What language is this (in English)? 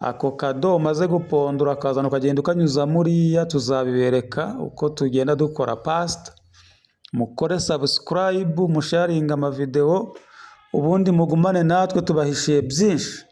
Kinyarwanda